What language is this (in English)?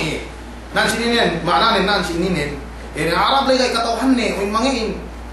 Yakan